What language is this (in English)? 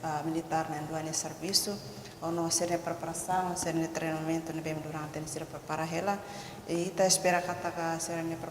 Tetum